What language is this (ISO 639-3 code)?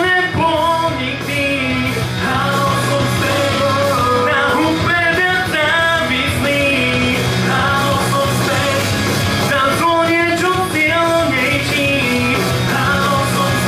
slk